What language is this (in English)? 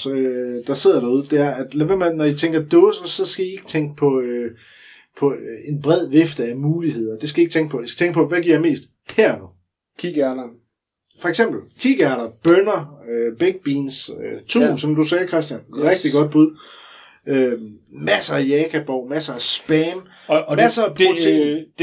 Danish